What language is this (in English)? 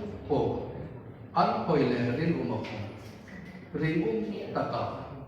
Hmar